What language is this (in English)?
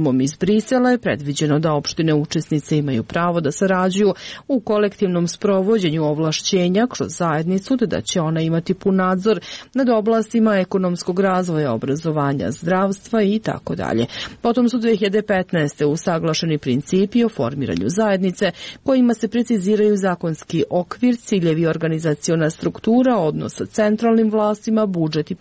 Serbian